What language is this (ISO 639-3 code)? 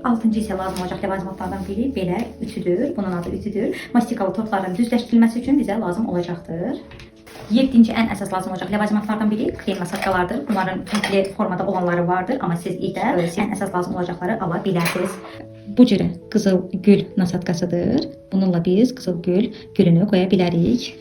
aze